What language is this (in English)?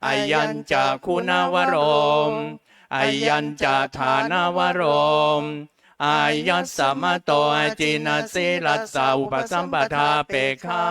Pali